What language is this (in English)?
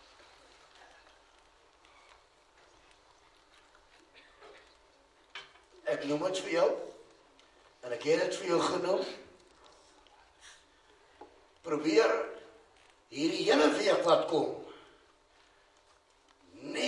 Afrikaans